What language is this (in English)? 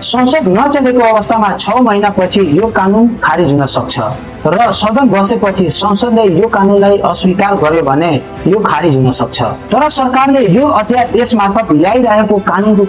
Nepali